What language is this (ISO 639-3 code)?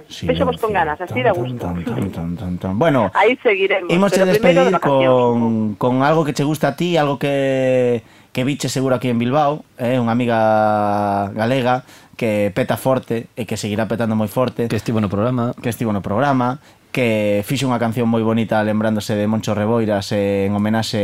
glg